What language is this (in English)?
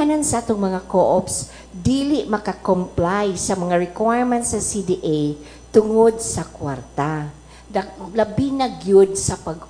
Cebuano